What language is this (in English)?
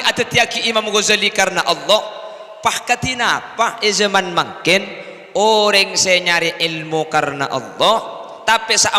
Madurese